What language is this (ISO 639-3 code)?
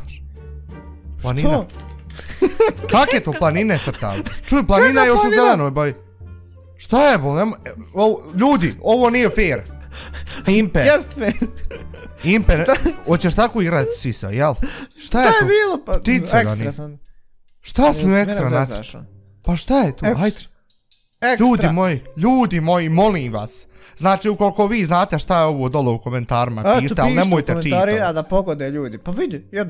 bos